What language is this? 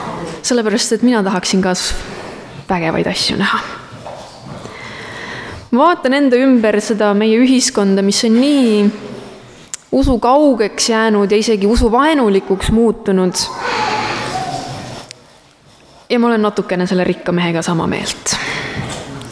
Estonian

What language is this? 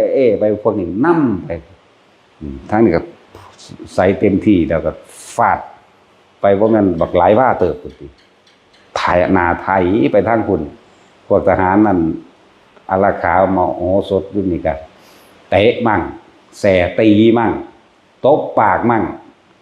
Northeastern Thai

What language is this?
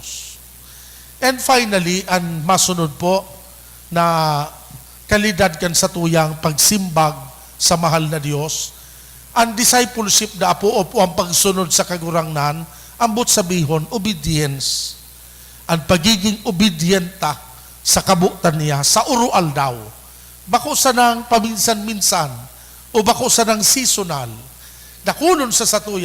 Bikol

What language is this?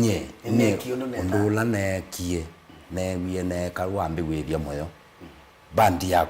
Kamba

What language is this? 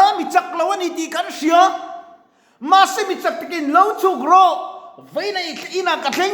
Mizo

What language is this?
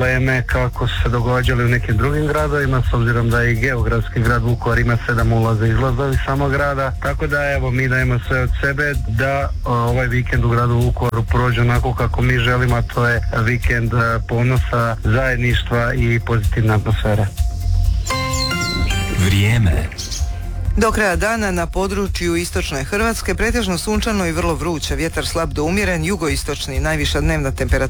Croatian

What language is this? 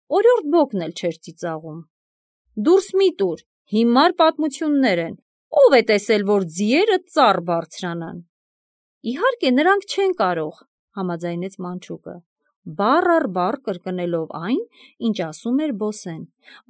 Armenian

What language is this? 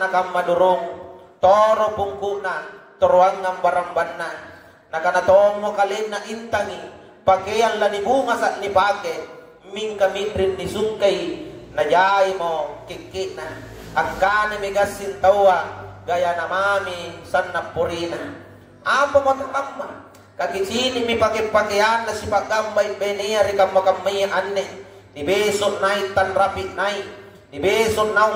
Makasar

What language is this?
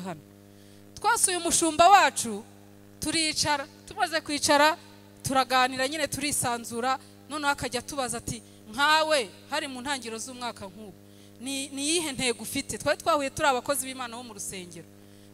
Kinyarwanda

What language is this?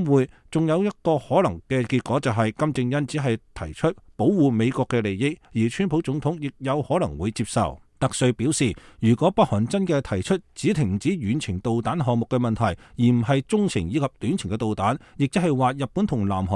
Cantonese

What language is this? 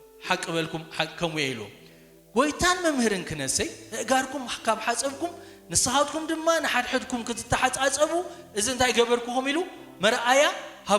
Tigrinya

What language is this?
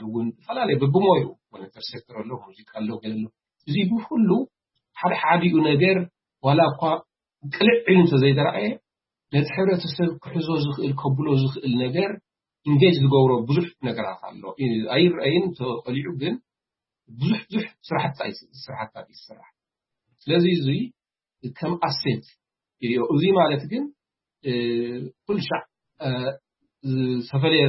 Tigrinya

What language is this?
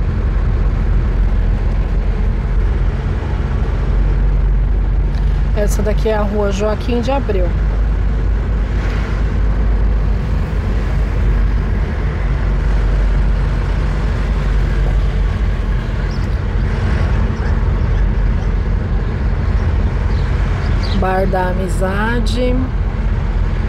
Portuguese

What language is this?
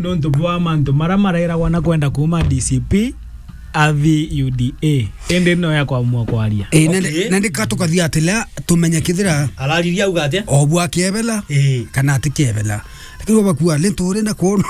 Meru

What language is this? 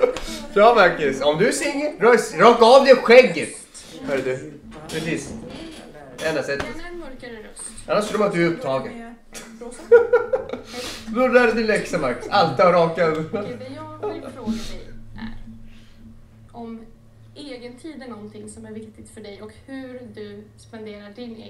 Swedish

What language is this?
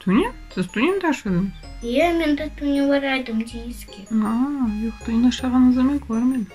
Crimean Tatar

